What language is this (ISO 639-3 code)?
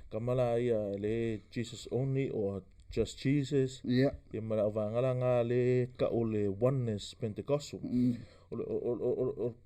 smo